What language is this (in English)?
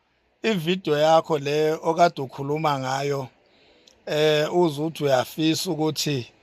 Zulu